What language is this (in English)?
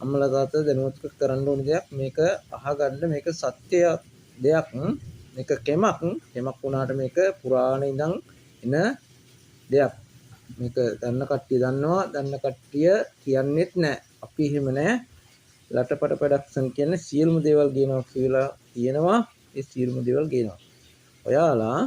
Sinhala